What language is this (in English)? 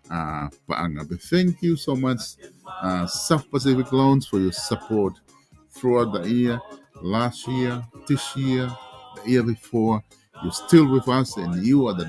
Tongan